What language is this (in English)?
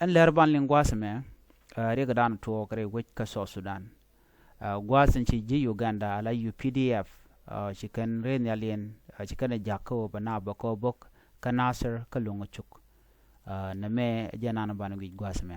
Nuer